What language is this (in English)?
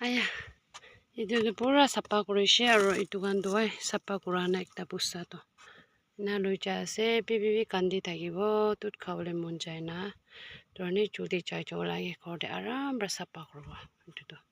Naga Pidgin